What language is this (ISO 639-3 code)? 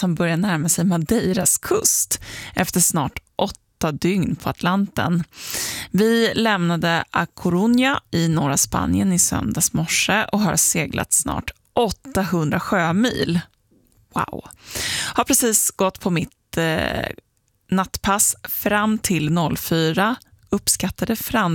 swe